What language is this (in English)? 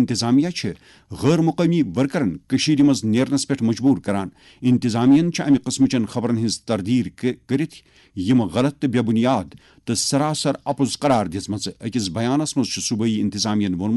Kashmiri